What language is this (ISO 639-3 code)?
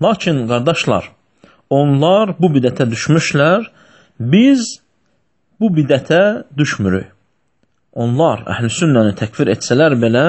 aze